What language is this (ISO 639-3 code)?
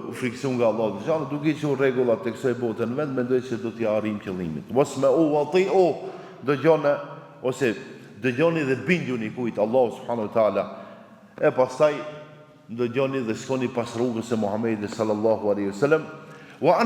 sqi